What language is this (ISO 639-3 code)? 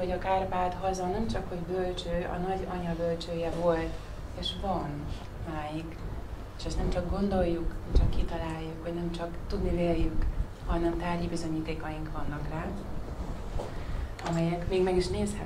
hun